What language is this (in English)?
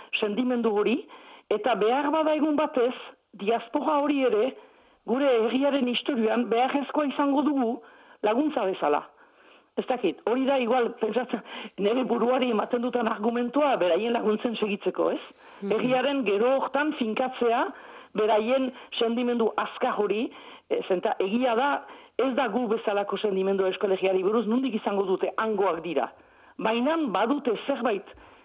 Basque